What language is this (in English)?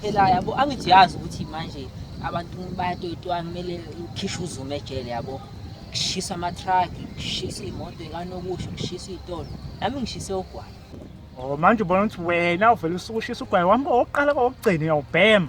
Zulu